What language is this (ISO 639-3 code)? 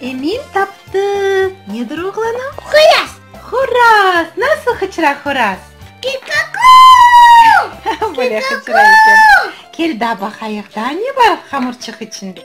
crh